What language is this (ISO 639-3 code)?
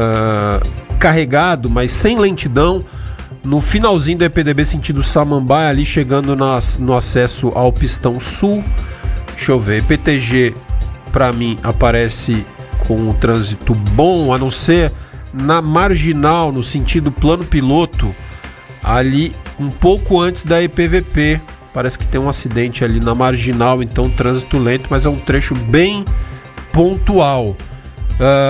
por